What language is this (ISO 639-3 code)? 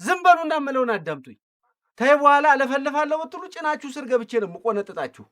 amh